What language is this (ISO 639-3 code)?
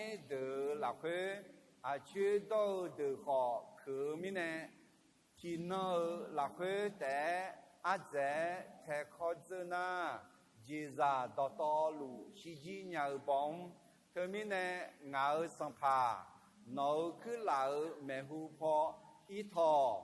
ahk